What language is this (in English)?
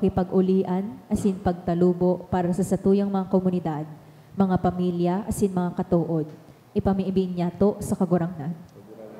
Bikol